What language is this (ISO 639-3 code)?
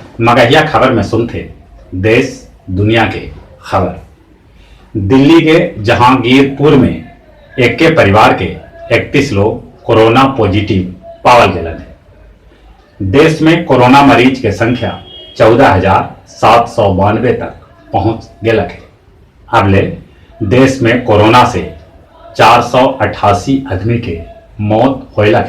mag